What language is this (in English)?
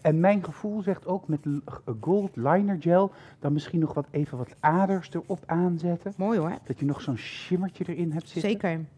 Dutch